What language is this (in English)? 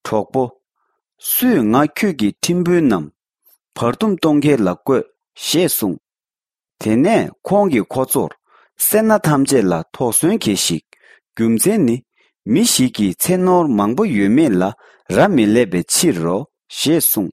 Tibetan